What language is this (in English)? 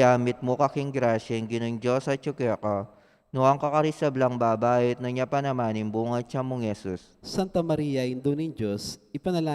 Pampanga